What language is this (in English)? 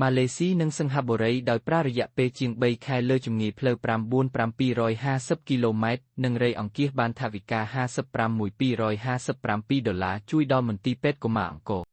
Khmer